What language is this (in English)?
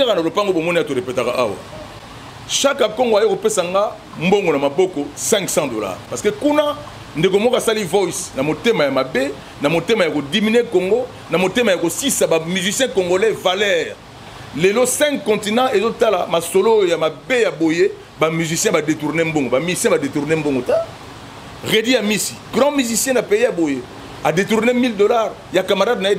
Lingala